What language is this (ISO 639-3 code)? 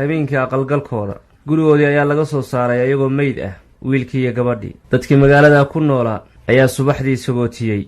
som